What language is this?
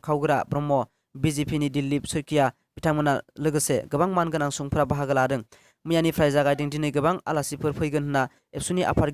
Bodo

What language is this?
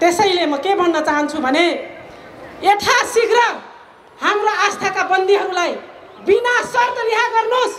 Nepali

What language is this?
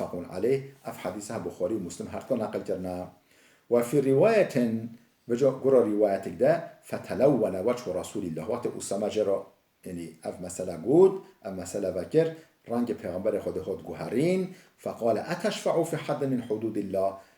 Kurdish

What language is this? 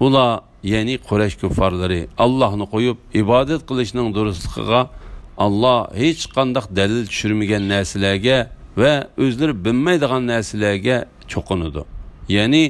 Uyghur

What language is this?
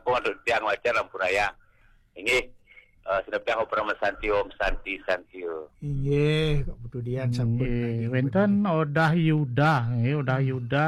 Balinese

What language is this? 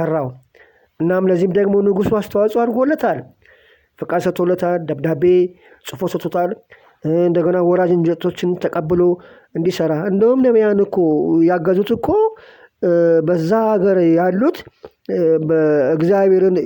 Amharic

